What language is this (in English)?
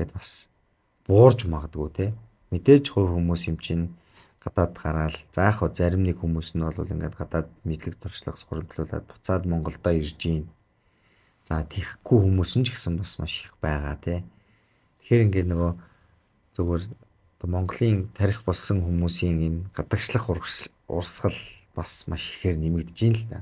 Mongolian